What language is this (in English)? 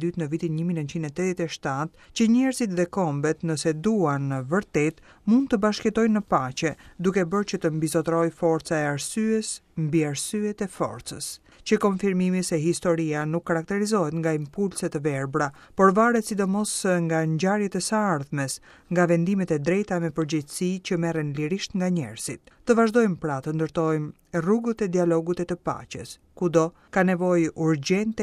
Albanian